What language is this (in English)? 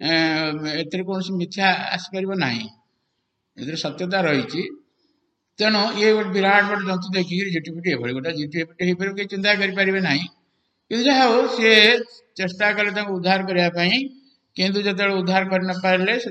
Odia